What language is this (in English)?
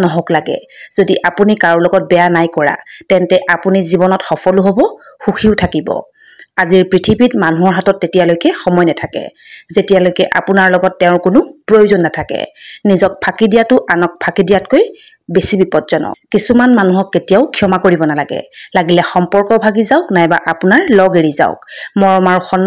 Assamese